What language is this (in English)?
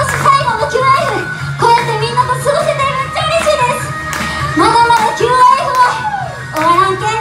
Japanese